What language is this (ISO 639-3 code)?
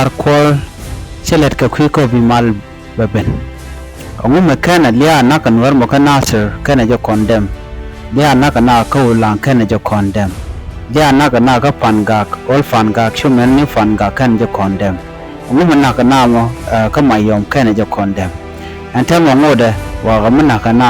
nus